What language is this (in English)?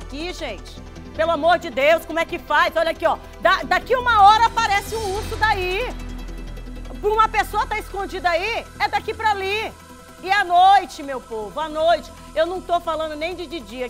Portuguese